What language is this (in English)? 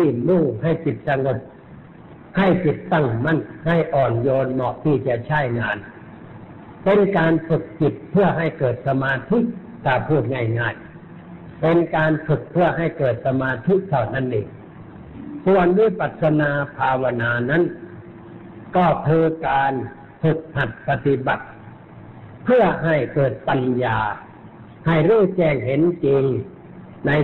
Thai